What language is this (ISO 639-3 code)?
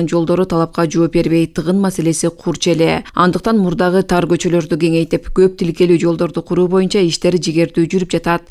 kir